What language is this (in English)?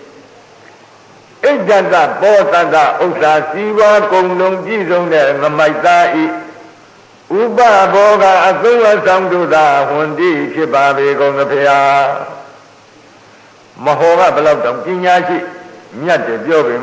Burmese